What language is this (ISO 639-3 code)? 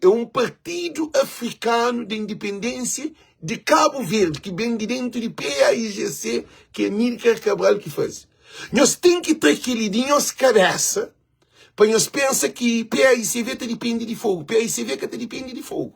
kea